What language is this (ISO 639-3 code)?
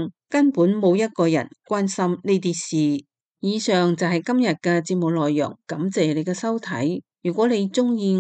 yue